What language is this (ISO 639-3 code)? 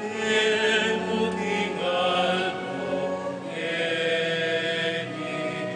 pam